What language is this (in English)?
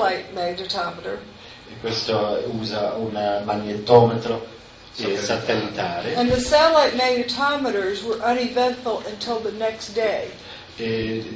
Italian